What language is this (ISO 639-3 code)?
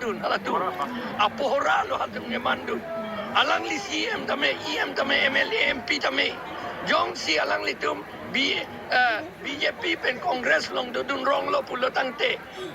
mjw